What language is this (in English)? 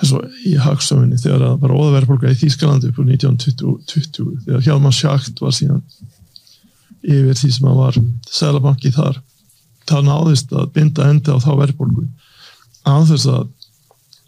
Icelandic